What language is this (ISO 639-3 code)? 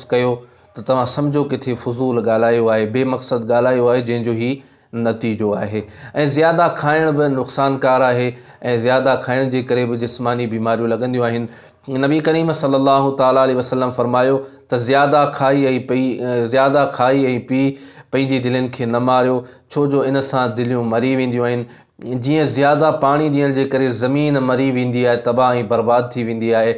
snd